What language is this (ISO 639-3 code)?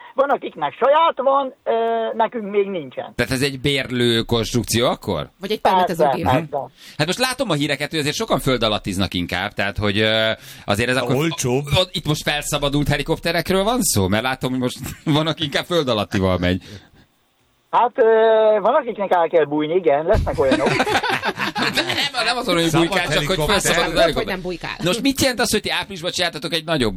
hun